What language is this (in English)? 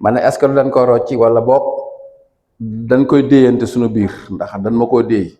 Wolof